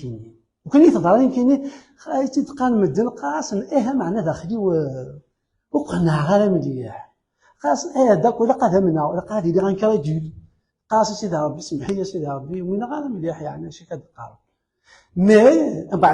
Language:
Kabyle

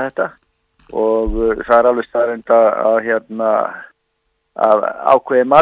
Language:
Icelandic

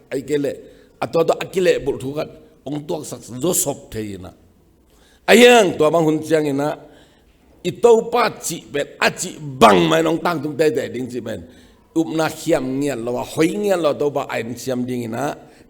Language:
Tedim Chin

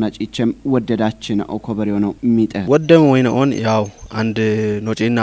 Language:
Kafa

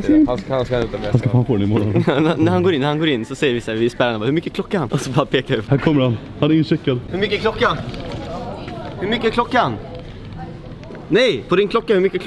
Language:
Swedish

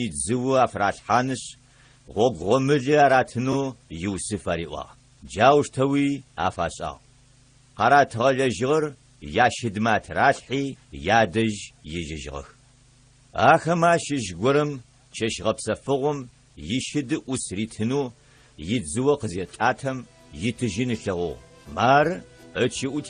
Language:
Adyghe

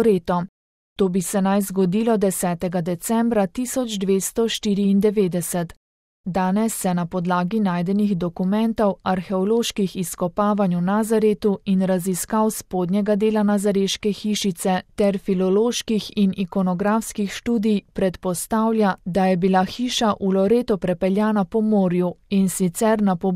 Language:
Slovenian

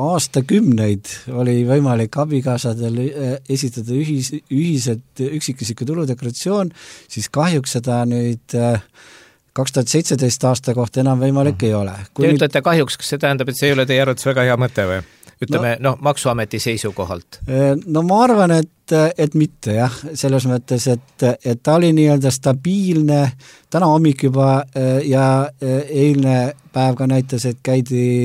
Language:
Estonian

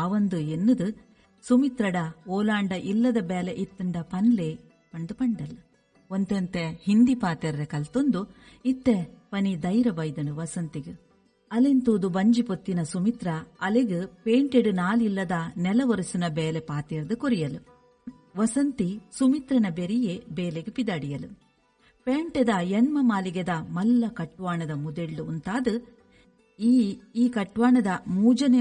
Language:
Tulu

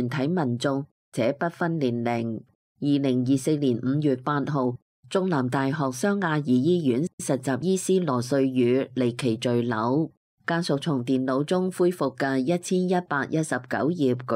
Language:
Cantonese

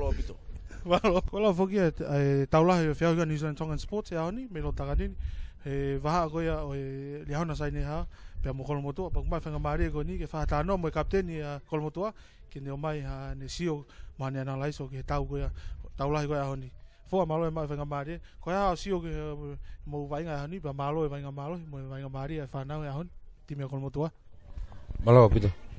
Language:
Tongan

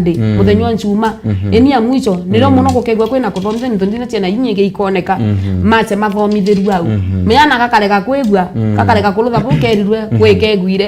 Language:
Meru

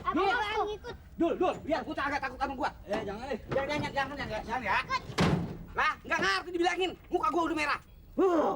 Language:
Betawi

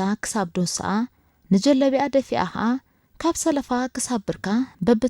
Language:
Tigrinya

